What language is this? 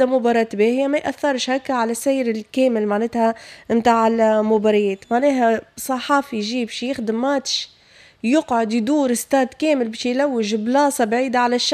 Tunisian Arabic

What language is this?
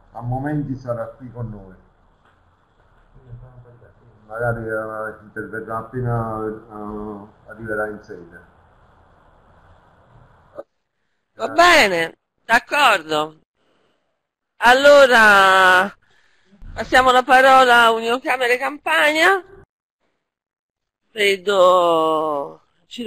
Italian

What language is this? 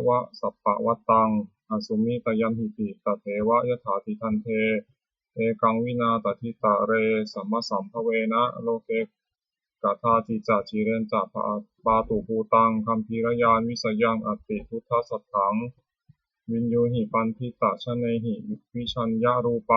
Pali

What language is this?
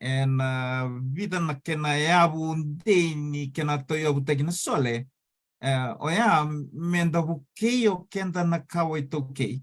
Fijian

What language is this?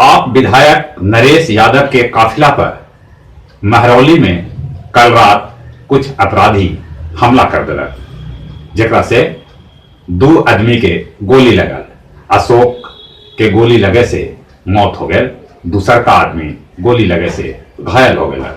Magahi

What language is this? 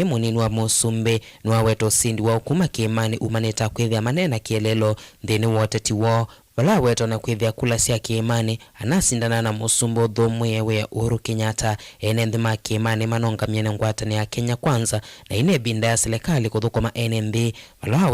Kamba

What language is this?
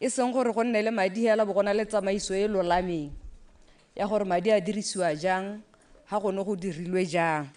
Tswana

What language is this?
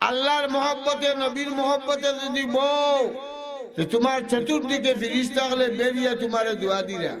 Sylheti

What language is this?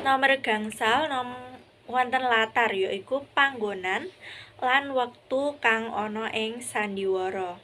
Javanese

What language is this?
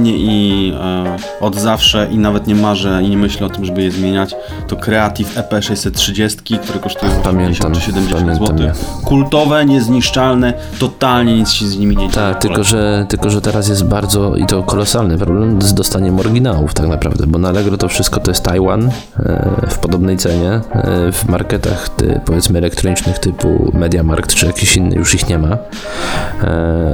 Polish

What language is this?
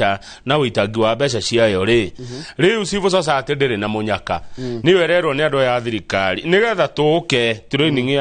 Kikuyu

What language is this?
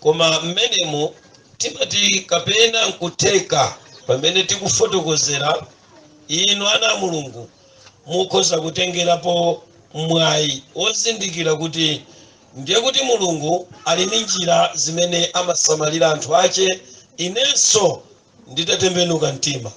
Nyanja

